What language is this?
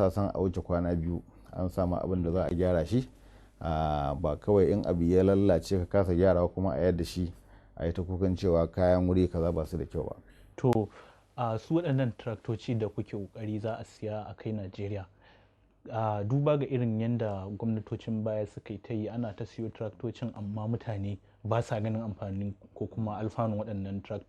Hausa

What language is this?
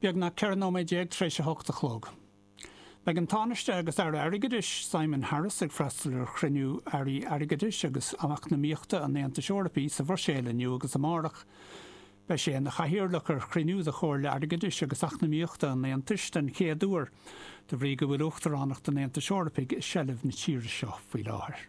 Irish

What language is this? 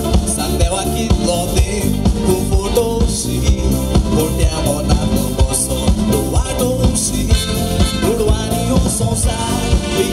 Konkani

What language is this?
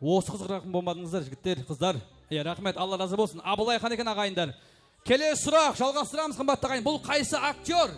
Kara-Kalpak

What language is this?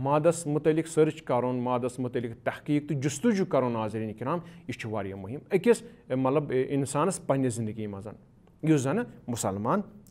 Kashmiri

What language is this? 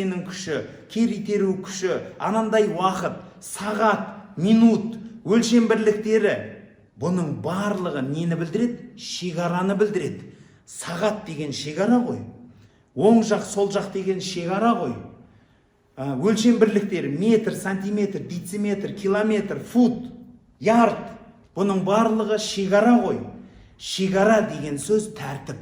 Kazakh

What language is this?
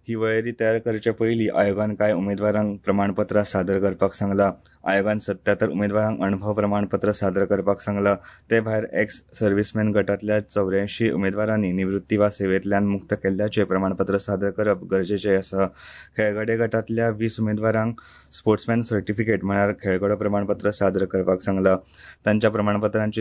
Konkani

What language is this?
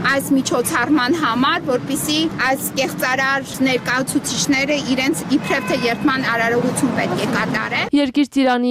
Armenian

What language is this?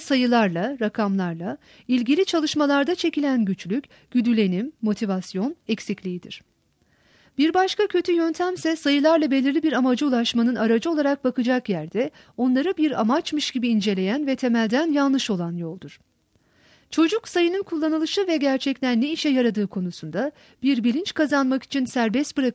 Turkish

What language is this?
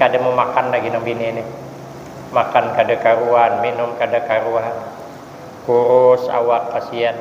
Banjar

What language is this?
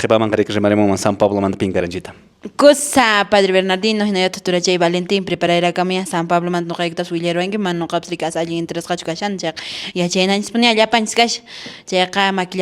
Quechua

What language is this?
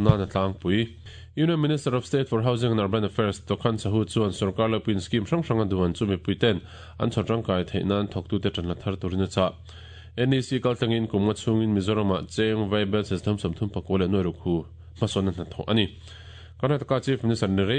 Mizo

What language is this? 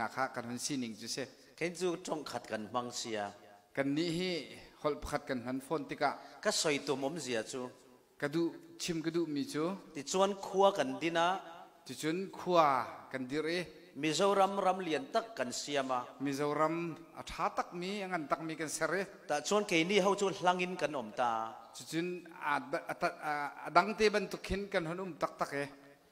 Falam Chin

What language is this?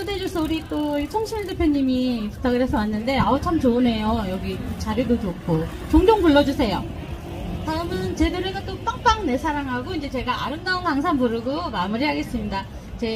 Korean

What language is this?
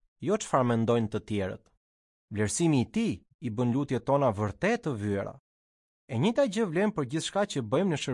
Albanian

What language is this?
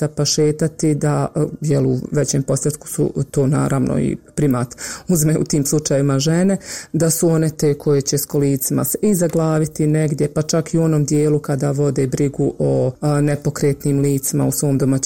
Croatian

